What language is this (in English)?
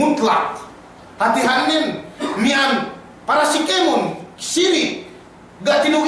Yakan